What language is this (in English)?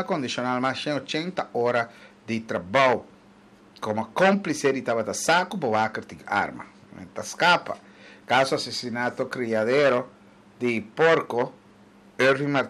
Papiamento